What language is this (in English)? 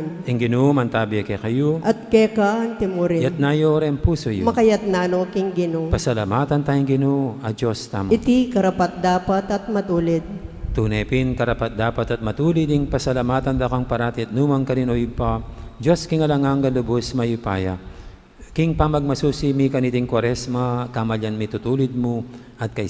Pampanga